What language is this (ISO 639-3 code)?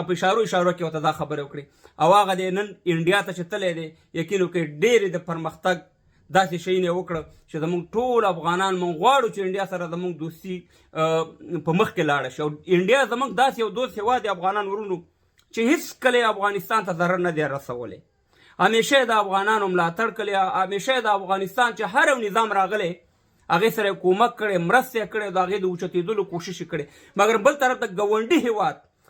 pus